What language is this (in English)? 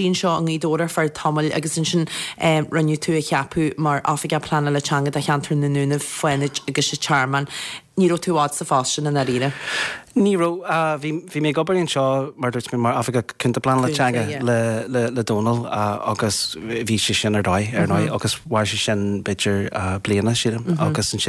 Irish